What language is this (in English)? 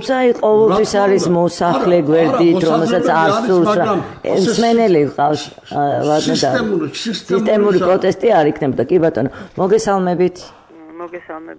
Georgian